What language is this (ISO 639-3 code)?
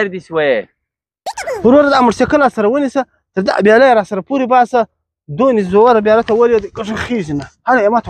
pus